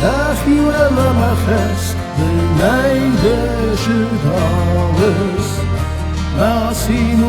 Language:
Ossetic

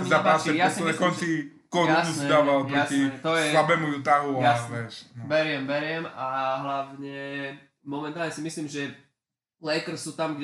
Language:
Slovak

